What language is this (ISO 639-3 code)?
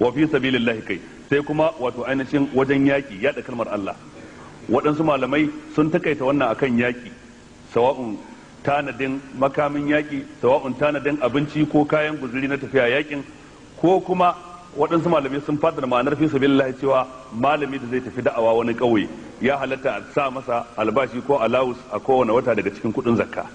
hau